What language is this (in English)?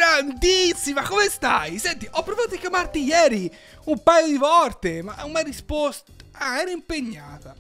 Italian